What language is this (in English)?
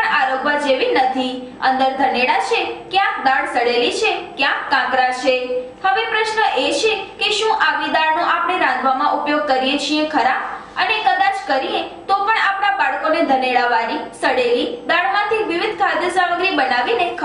Gujarati